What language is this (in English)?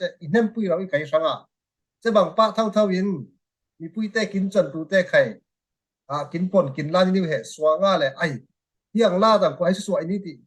Falam Chin